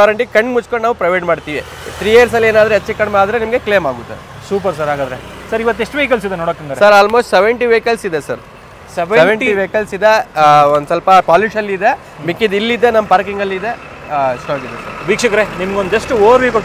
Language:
Kannada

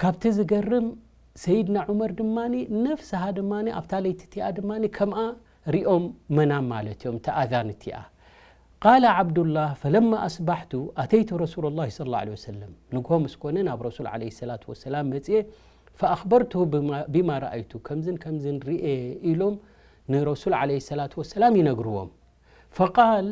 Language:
Tigrinya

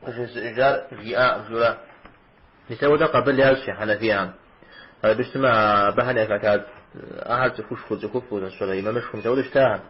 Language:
Kabardian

